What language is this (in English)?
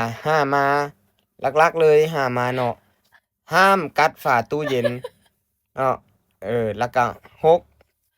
Lao